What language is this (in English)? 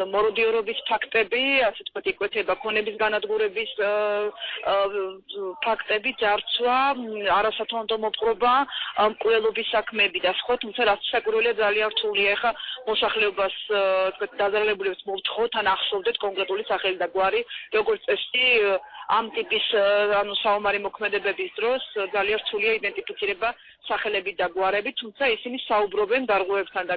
Georgian